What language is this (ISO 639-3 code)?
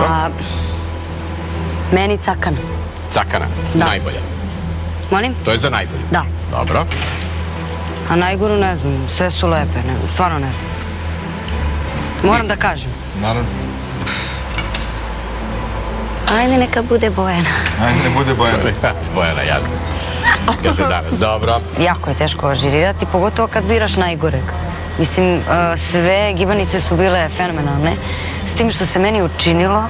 srp